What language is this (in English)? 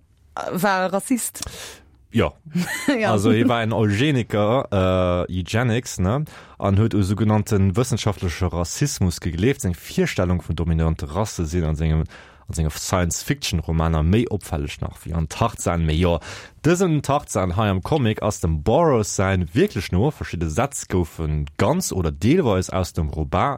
Luxembourgish